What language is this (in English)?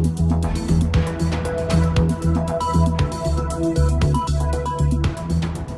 Serbian